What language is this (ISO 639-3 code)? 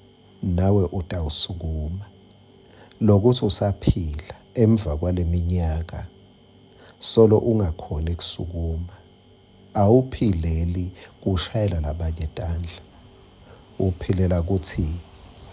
ssw